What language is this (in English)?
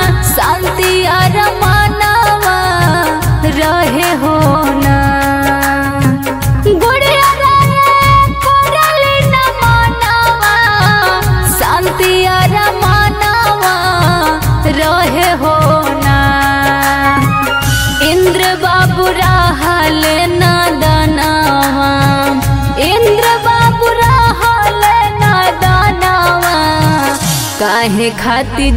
Bhojpuri